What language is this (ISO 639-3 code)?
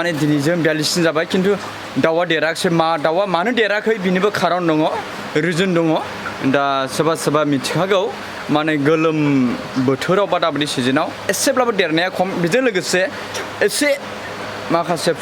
brx